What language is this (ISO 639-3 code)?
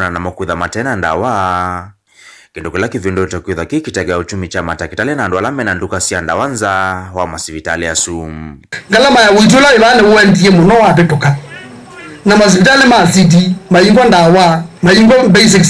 kam